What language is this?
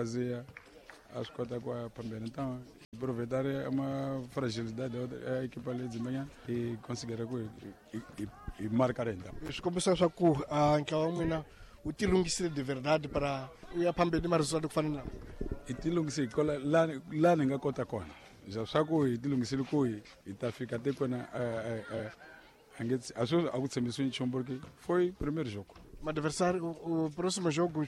Tsonga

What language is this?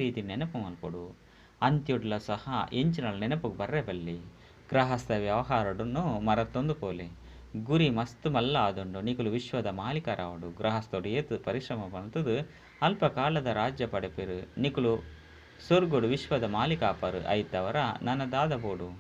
Tulu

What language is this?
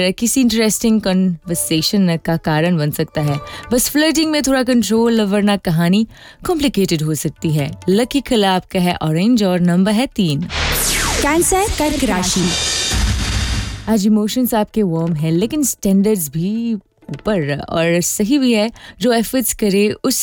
Hindi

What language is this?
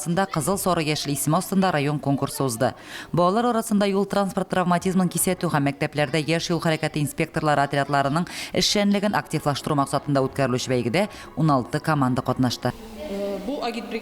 Tatar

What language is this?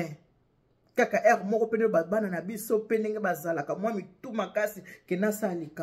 Lingala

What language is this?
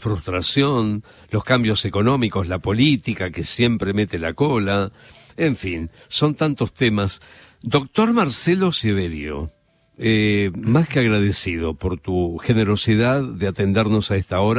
Spanish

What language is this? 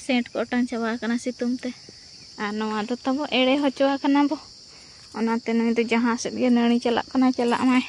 Santali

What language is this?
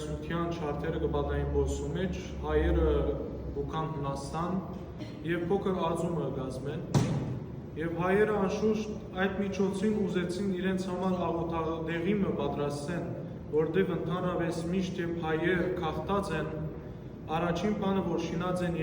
Western Armenian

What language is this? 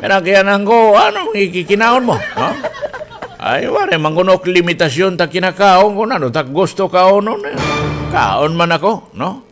Waray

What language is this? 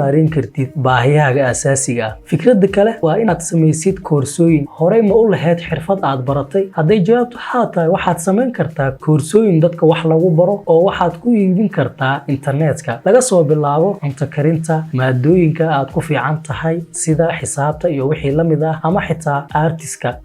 Somali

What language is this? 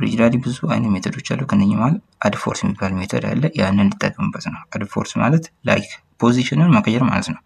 Amharic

